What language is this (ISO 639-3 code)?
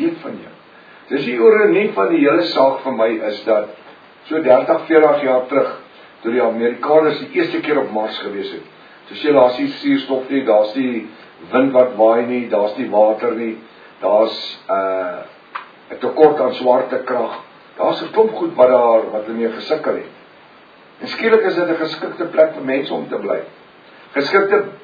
afr